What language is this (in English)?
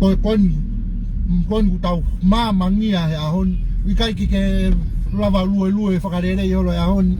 Tongan